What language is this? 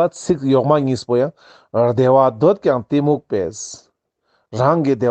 Ladakhi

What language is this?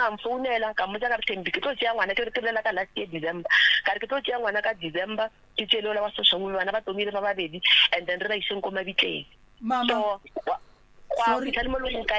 Northern Sotho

